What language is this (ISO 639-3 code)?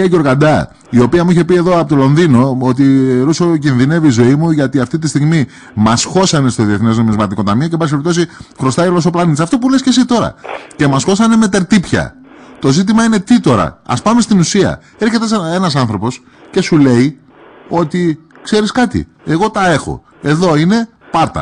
ell